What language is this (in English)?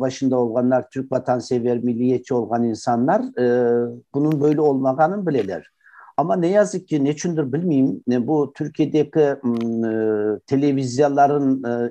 Crimean Tatar